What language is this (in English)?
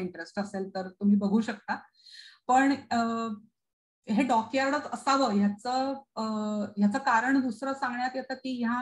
Marathi